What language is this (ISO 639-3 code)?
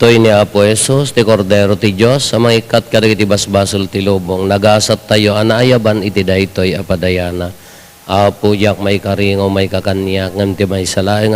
ilo